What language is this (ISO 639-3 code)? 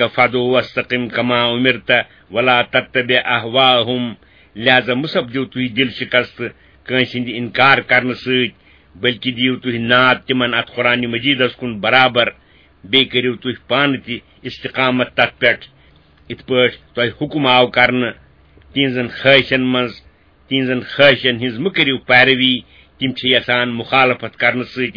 kas